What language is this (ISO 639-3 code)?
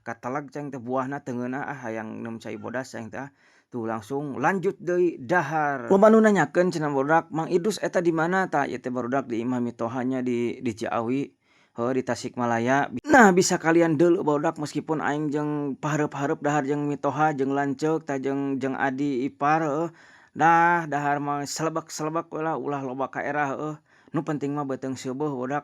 sun